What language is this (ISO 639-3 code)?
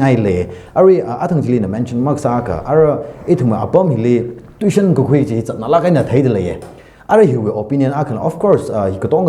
nmf